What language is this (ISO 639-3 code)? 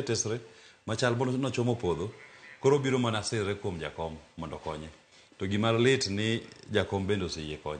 luo